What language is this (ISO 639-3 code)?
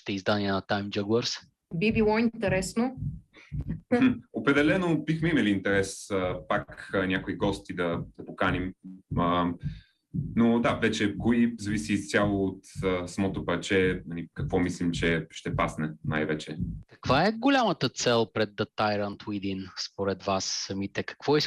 bul